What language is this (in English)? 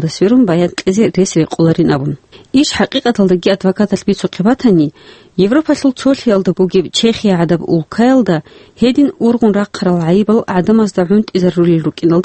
Avaric